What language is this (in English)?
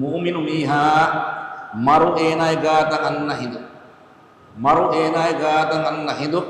Divehi